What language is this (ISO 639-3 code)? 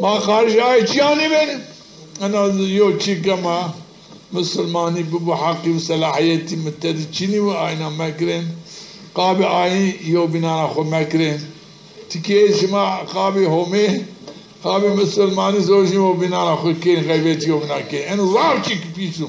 zza